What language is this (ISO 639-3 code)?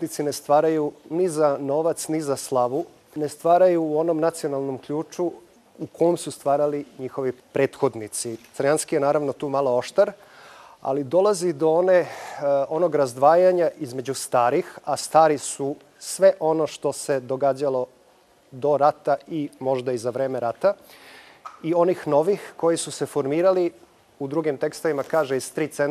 srp